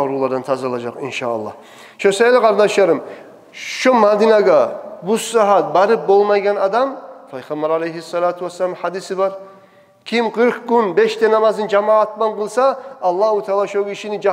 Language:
Kumyk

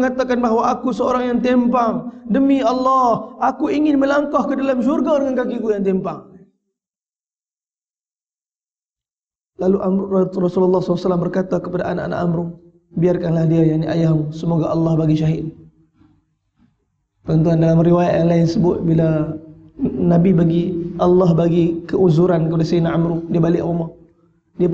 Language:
Malay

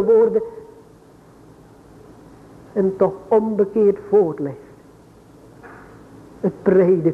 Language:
Dutch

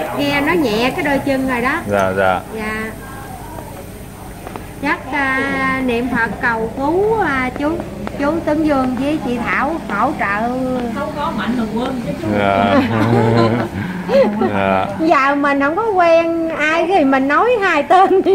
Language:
Vietnamese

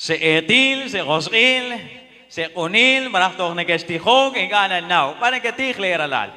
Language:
Kekchí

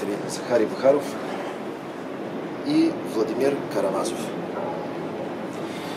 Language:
Bulgarian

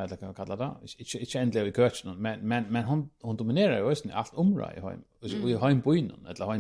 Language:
Faroese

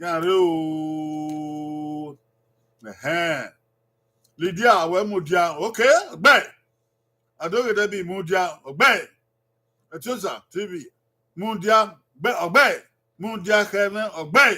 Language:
Bini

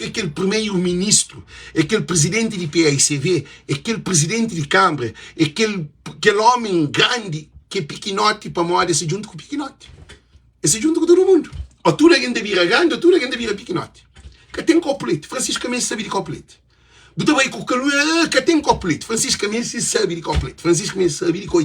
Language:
Kabuverdianu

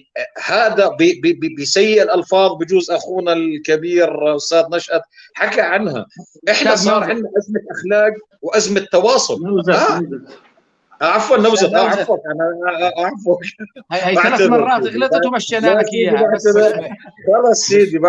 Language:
North Levantine Arabic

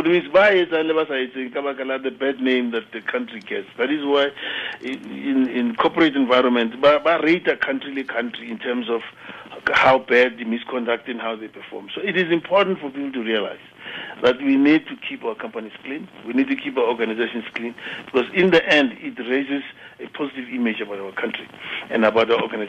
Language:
Tswana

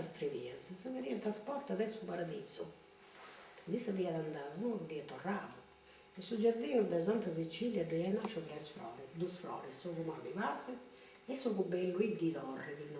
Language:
Sardinian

